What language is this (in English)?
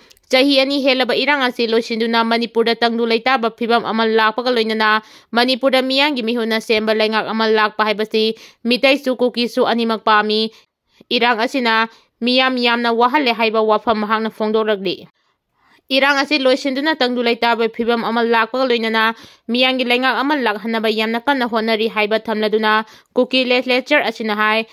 Manipuri